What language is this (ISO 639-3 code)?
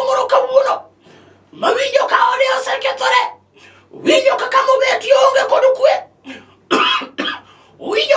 luo